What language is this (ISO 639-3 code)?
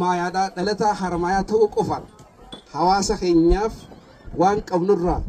orm